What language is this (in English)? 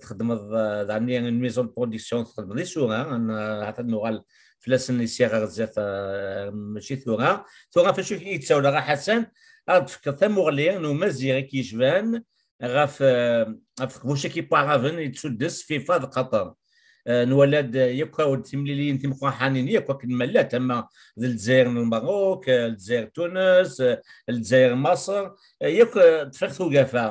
Kabyle